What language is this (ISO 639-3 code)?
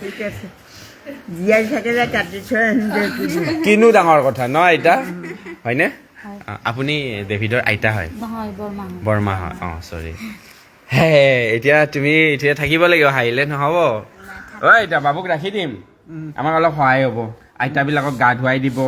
asm